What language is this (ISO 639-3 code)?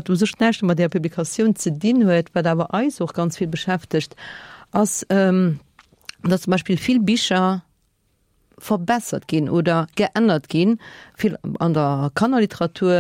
ltz